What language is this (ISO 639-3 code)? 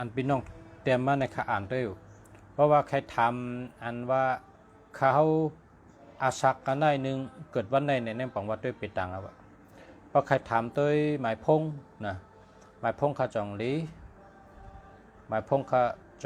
shn